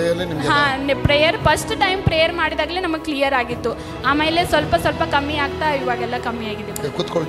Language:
Kannada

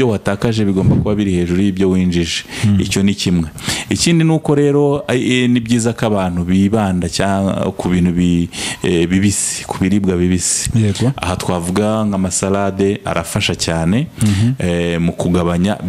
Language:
Kinyarwanda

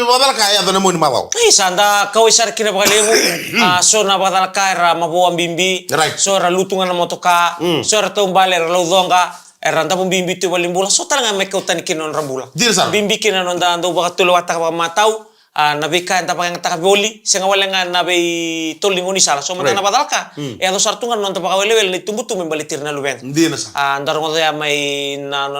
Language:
Fijian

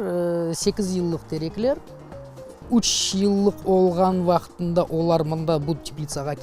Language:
Crimean Tatar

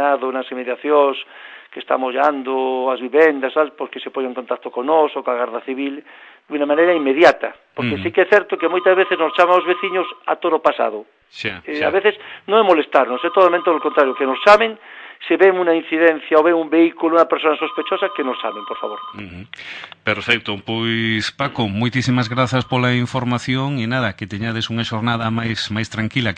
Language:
Galician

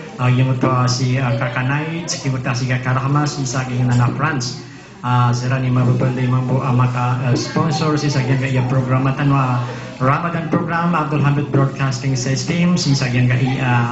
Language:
Maranao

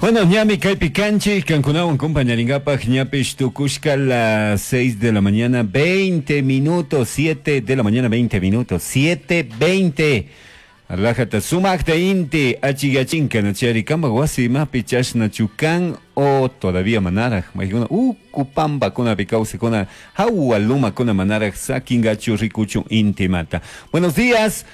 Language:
Chimborazo Highland Quichua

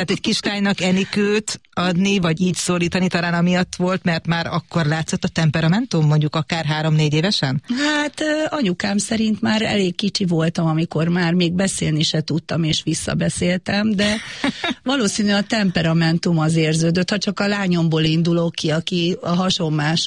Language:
Hungarian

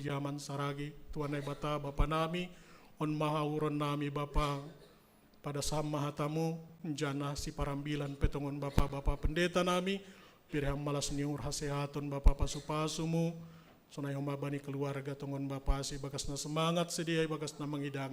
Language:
Batak Simalungun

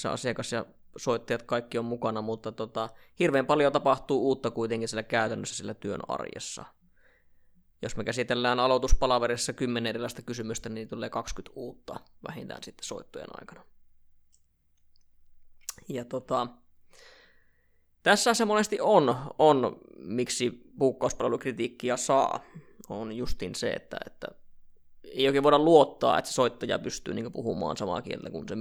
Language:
Finnish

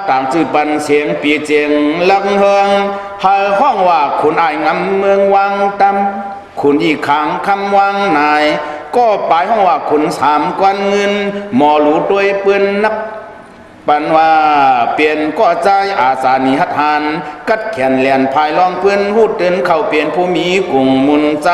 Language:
Shan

